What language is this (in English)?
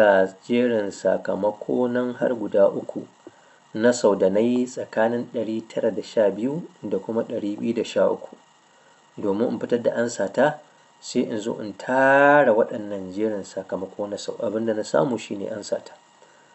Hausa